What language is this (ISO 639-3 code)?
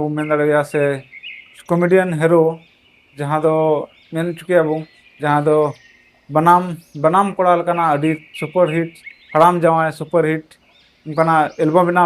sat